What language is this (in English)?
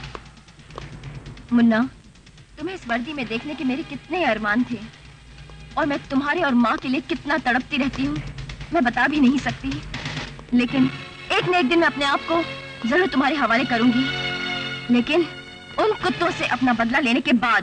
Hindi